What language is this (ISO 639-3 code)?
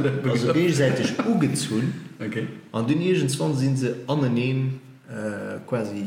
ltz